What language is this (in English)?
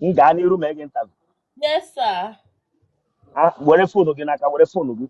Igbo